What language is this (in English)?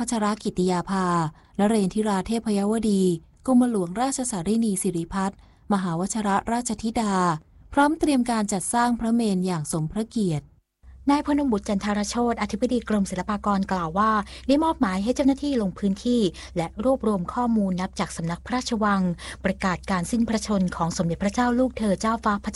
Thai